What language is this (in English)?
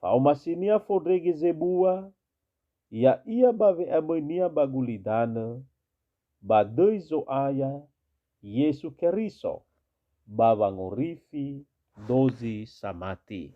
Nias